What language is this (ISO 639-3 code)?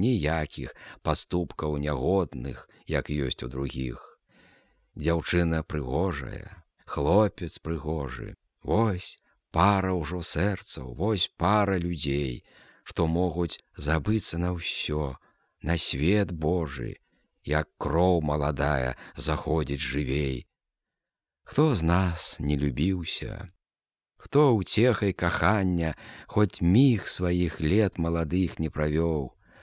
bel